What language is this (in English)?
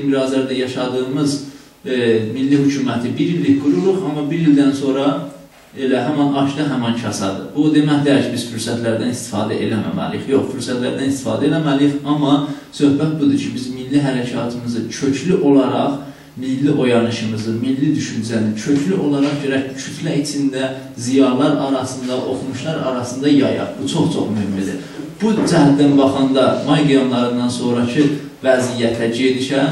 South Azerbaijani